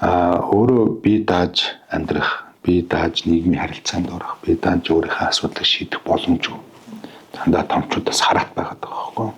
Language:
Mongolian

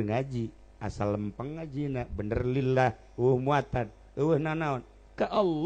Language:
Sundanese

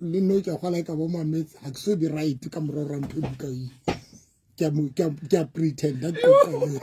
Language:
Southern Sotho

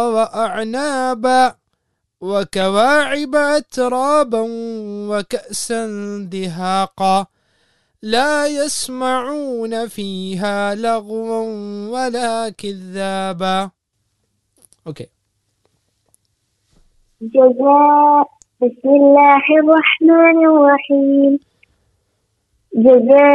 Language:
Malayalam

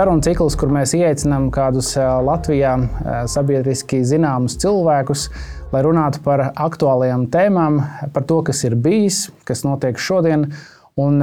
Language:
Latvian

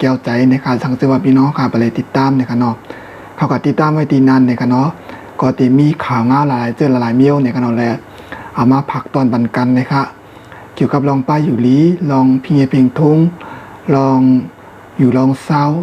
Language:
Shan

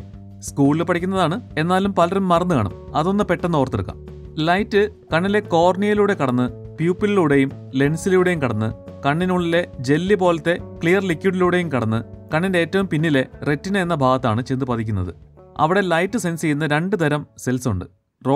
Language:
Malayalam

